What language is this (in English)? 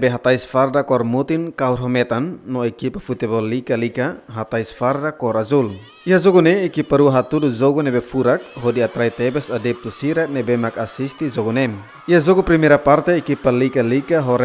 Tetum